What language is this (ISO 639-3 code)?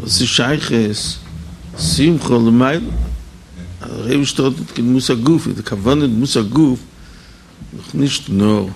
yid